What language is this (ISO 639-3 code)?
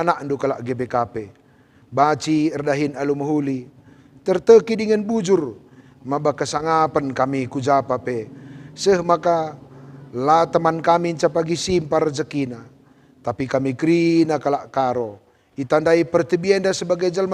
btx